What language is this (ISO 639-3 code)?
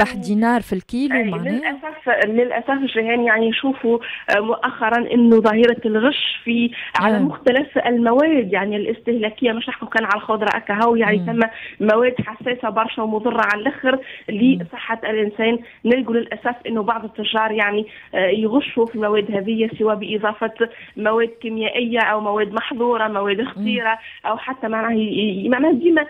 aeb